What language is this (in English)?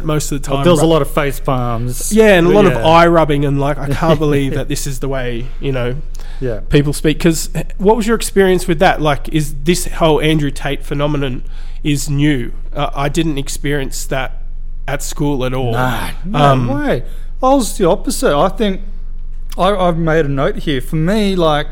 English